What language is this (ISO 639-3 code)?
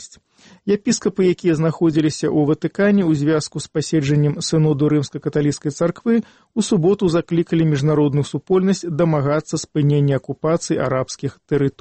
bel